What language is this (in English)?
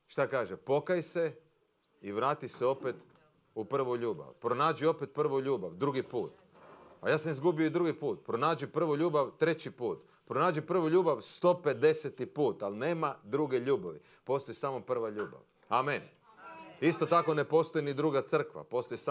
Croatian